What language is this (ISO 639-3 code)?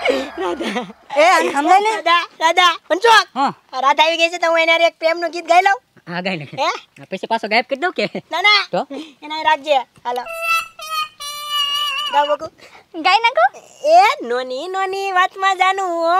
guj